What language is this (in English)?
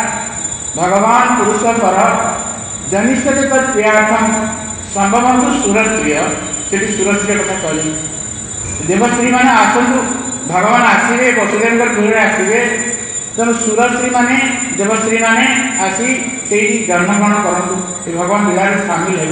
Odia